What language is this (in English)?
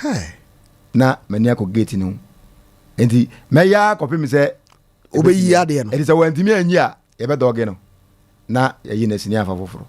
Akan